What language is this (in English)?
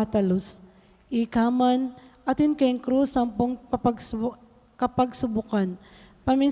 Pampanga